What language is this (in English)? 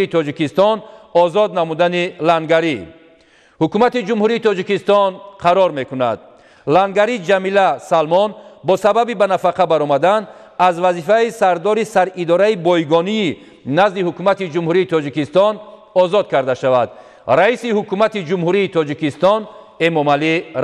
Tajik